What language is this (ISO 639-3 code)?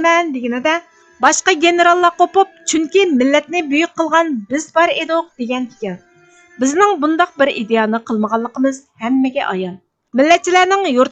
uig